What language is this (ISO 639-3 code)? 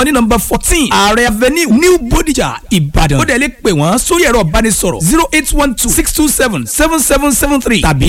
yor